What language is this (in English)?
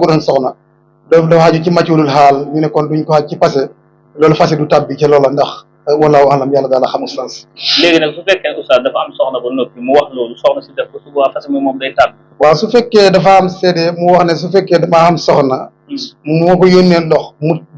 Wolof